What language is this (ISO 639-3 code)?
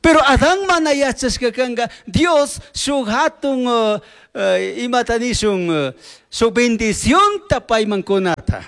qug